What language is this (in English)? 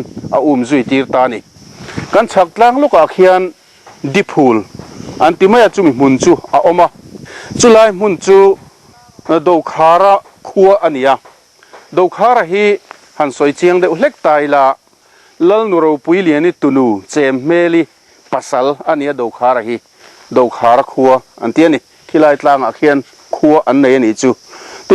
Mizo